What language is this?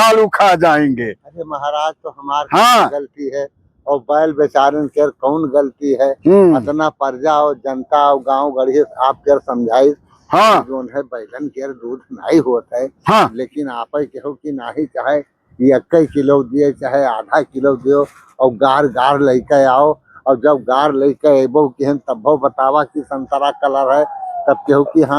Awadhi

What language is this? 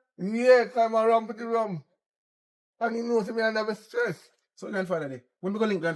Jamaican Creole English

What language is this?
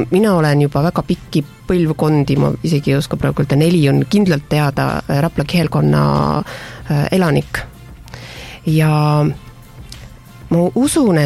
Estonian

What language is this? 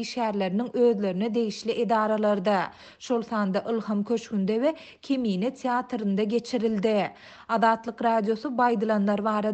Turkmen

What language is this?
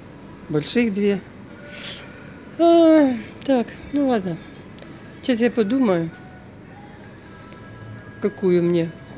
Russian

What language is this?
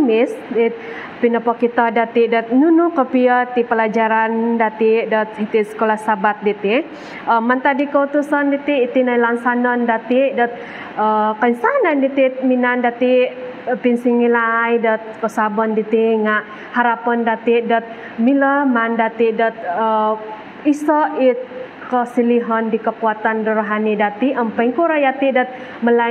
Central Dusun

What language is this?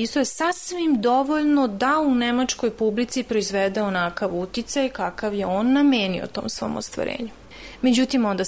Serbian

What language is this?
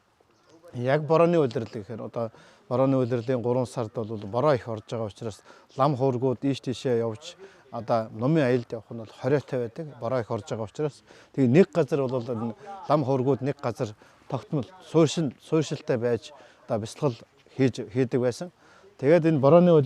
Mongolian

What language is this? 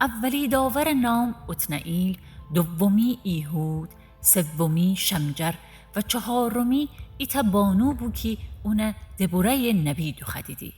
Gilaki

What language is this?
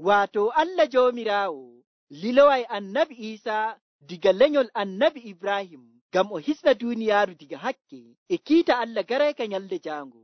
Nigerian Fulfulde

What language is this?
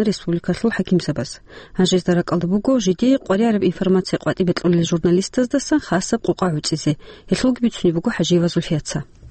Avaric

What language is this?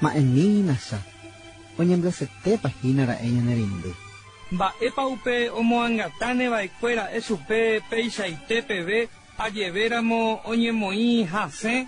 Guarani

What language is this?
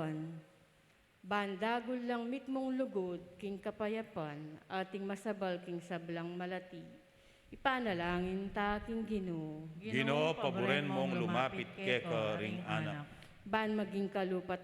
Pampanga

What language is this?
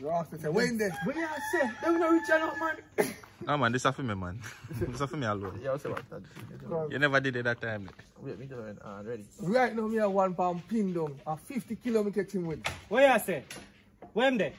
Jamaican Creole English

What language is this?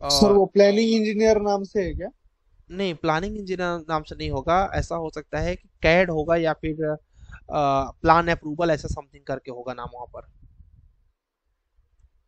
Hindi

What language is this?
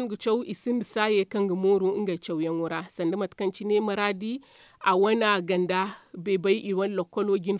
Zarma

